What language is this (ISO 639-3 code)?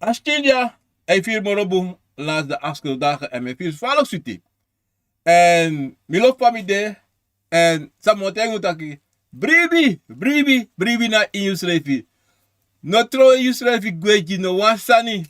srn